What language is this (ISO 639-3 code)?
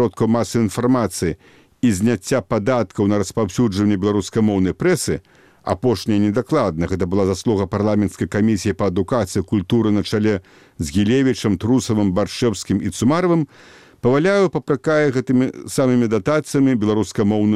bel